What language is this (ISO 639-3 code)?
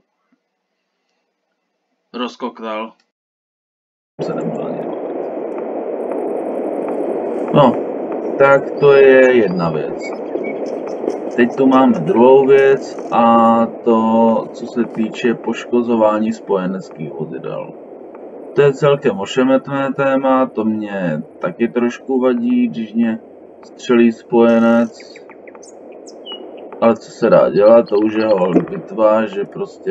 ces